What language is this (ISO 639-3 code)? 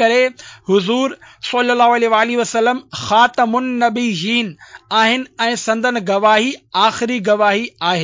snd